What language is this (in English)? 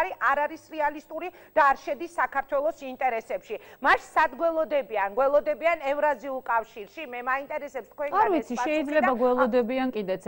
Georgian